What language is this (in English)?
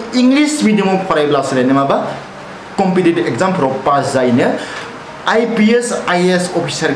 Bodo